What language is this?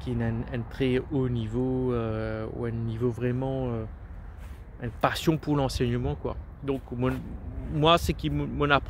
Morisyen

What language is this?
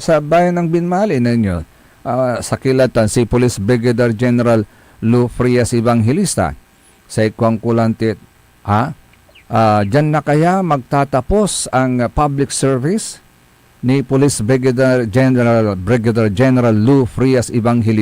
Pangasinan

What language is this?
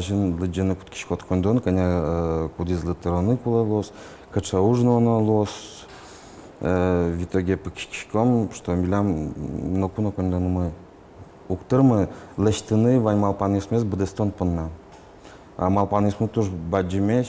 Udmurt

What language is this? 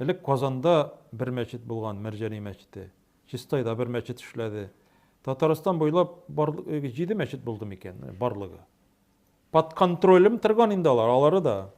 Tatar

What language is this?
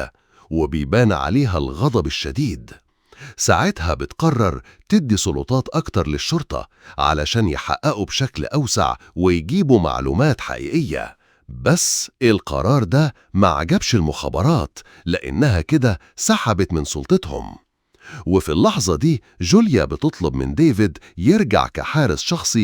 Egyptian Arabic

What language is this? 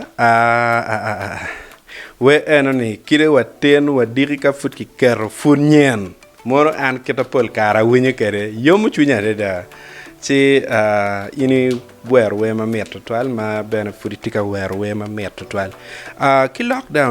Acoli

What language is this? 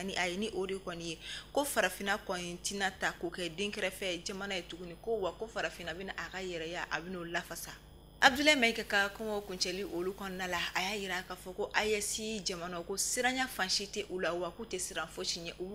Bambara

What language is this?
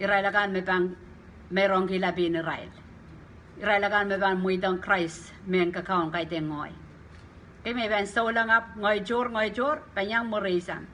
Pohnpeian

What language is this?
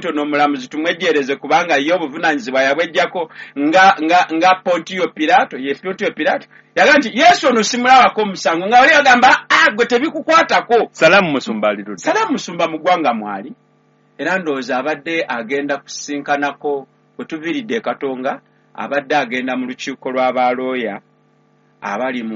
Ganda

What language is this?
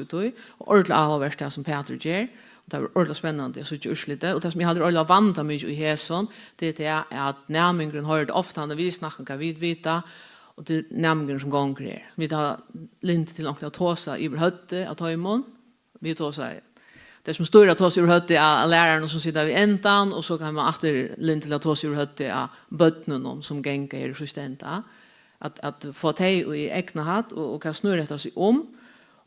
Faroese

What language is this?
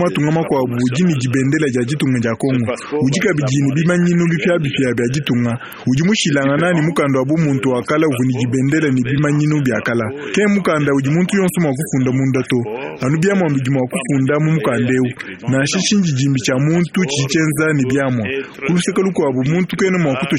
Luba-Lulua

